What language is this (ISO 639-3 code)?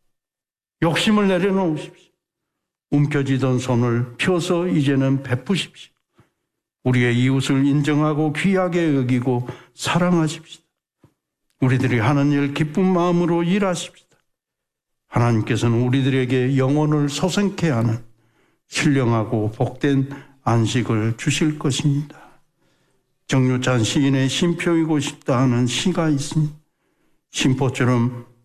kor